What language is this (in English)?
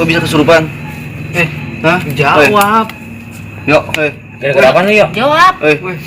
Betawi